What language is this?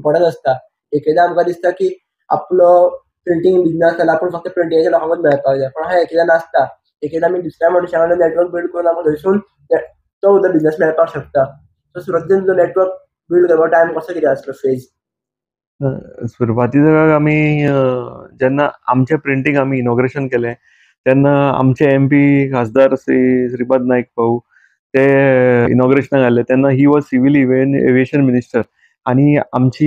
Konkani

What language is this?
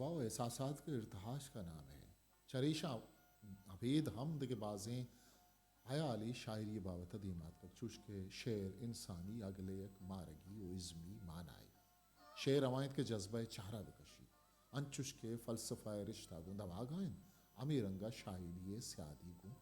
Eastern Balochi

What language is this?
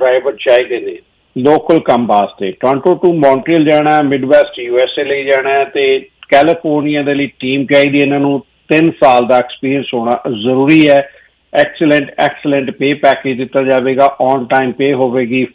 Punjabi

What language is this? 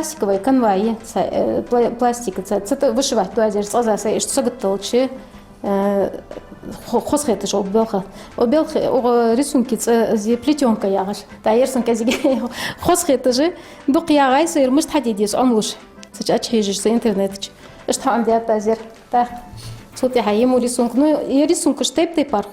Ingush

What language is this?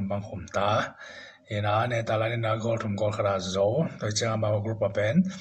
Tedim Chin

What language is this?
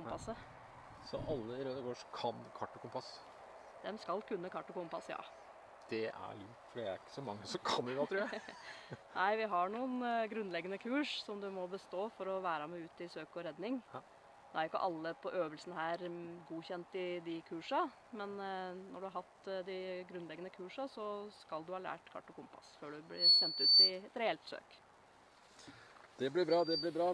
Norwegian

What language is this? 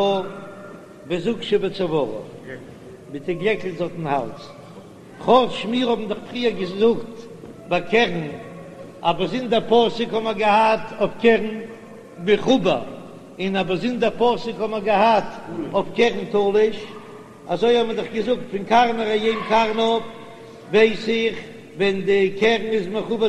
Yiddish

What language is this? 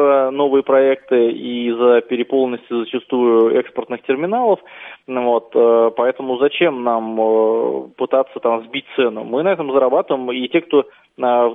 Russian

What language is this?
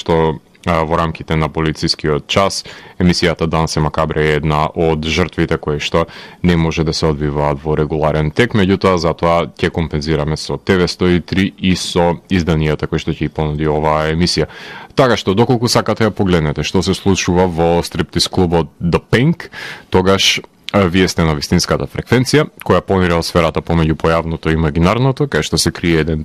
Macedonian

